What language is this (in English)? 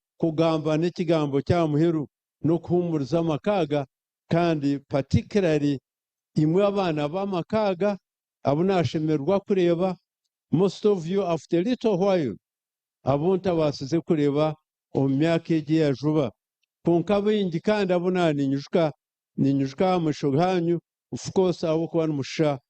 Nyankole